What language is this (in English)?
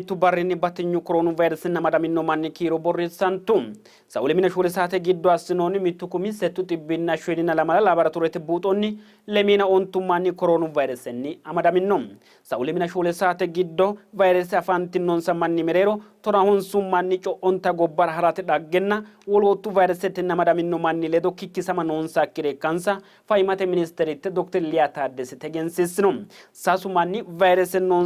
Sidamo